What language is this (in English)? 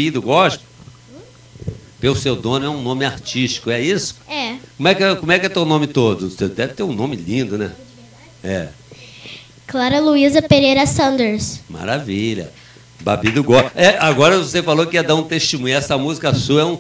Portuguese